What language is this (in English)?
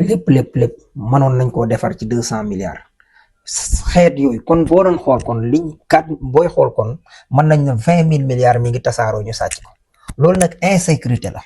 Wolof